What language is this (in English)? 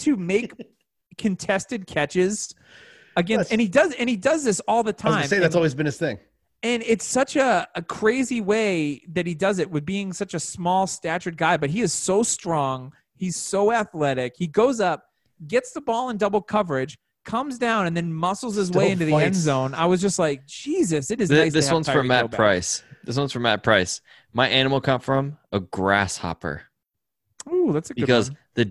English